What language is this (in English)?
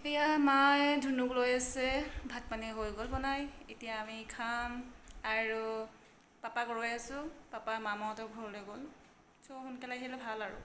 Assamese